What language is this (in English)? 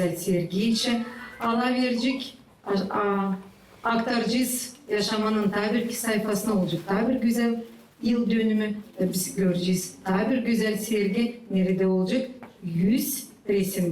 Gagauz